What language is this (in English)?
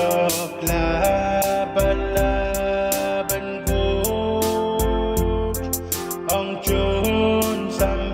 Pohnpeian